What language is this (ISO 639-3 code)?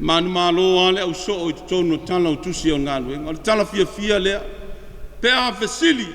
smo